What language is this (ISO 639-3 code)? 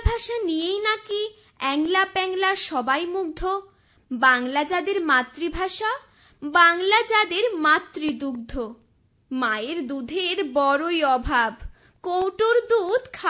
ben